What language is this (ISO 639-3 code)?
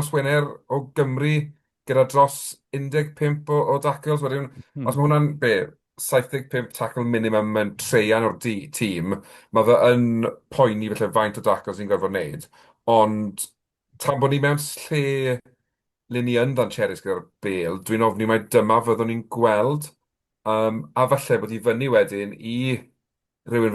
cym